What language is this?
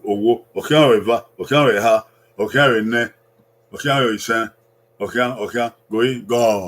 Bini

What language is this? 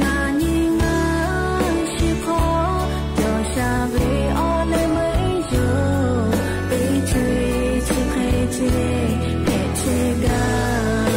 Lahu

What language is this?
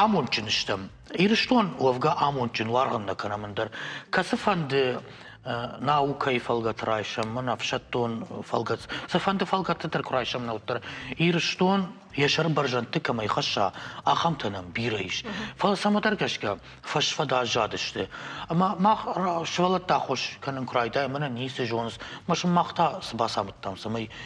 Ossetic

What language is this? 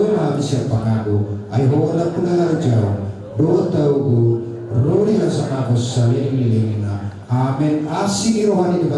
Batak Toba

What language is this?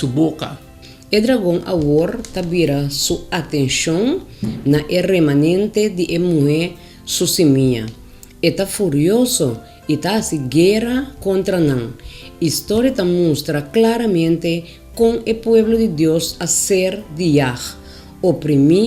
Papiamento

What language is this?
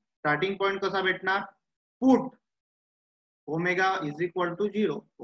Marathi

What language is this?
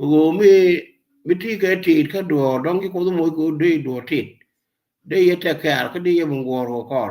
Nuer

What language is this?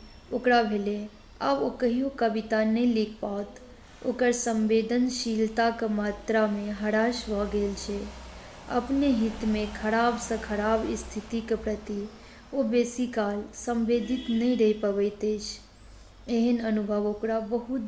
Maithili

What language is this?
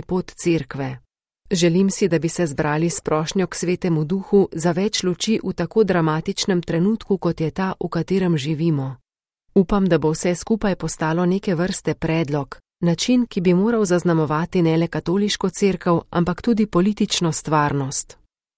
Slovenian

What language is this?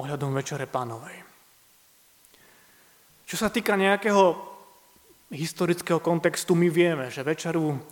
Slovak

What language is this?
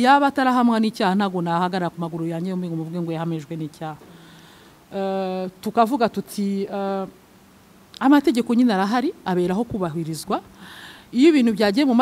Kinyarwanda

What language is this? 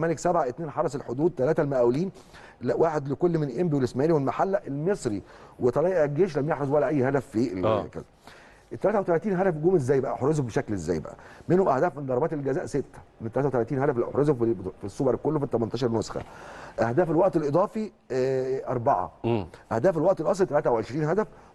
Egyptian Arabic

